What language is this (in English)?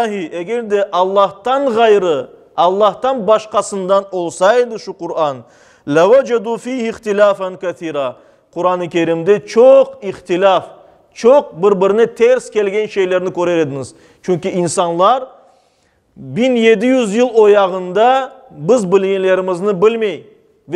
Crimean Tatar